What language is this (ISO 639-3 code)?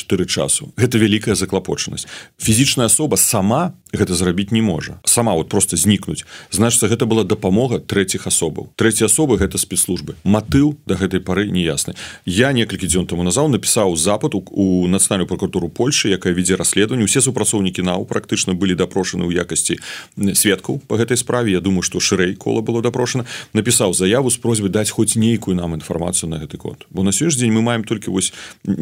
bel